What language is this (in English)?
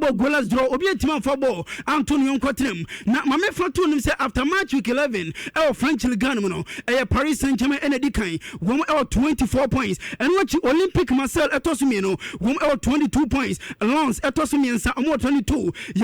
Akan